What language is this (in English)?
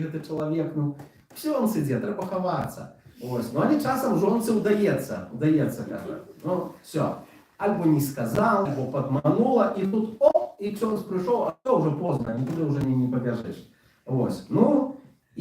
Belarusian